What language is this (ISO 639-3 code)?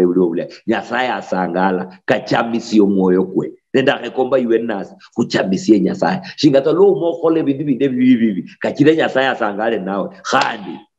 luy